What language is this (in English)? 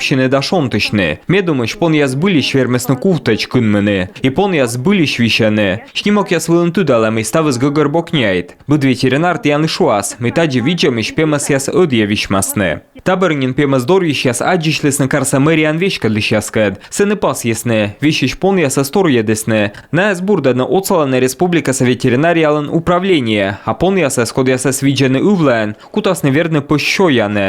Komi